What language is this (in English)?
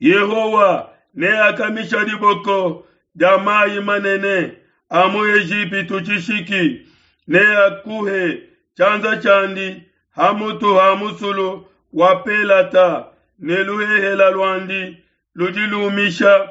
Luba-Lulua